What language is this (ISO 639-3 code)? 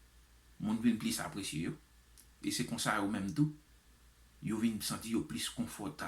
hat